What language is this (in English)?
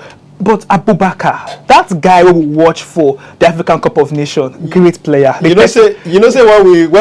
Nigerian Pidgin